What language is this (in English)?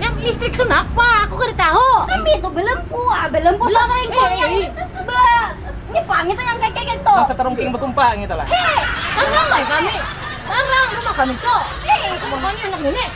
Banjar